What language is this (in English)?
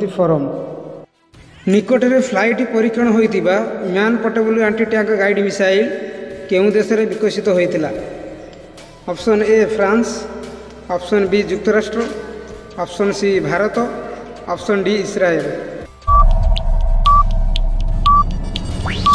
Odia